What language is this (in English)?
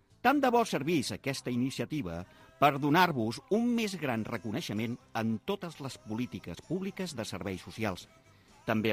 Catalan